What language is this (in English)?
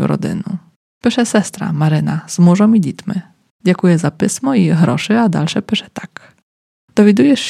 Polish